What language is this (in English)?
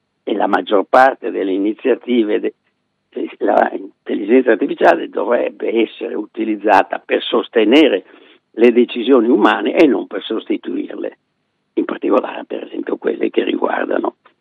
Italian